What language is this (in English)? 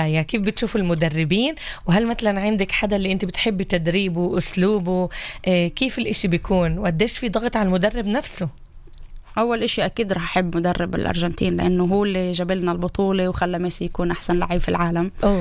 North Levantine Arabic